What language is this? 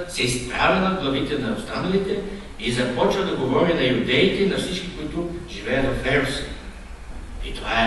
Bulgarian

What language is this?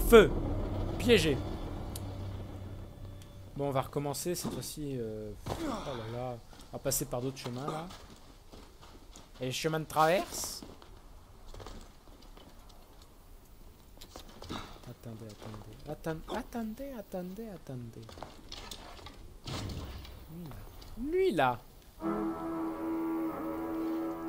French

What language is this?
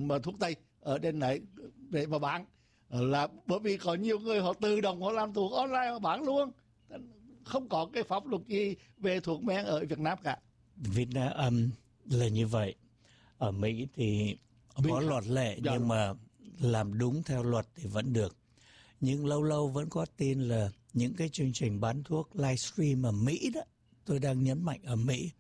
Vietnamese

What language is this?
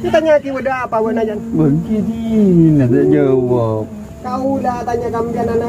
Madurese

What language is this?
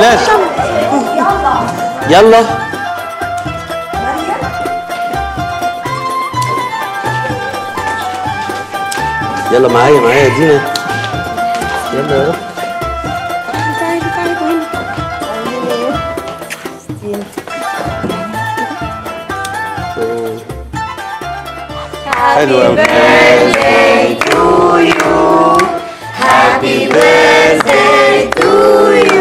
Egyptian Arabic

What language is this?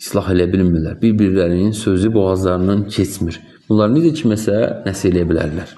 Azerbaijani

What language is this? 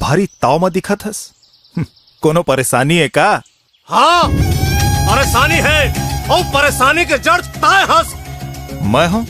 Chhattisgarhi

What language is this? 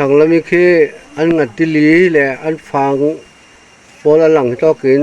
Falam Chin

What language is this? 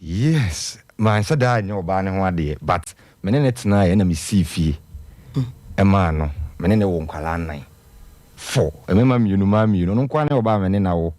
Akan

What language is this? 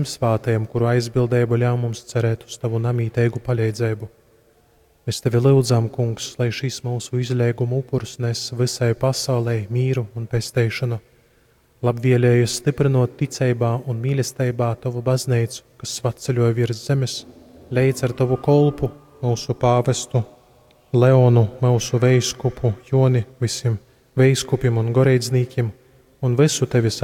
Latgalian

